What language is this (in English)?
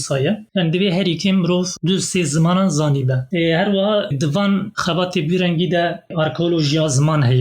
Kurdish